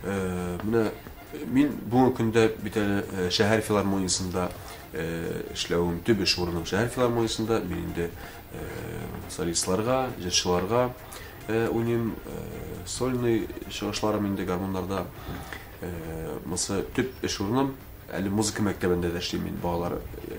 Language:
Tatar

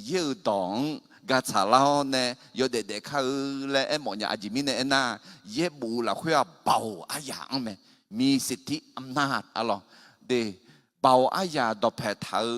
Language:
Akha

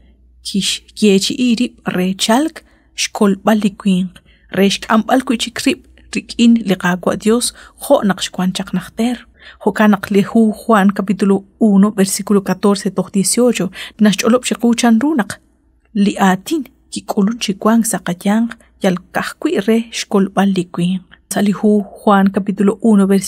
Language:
Kekchí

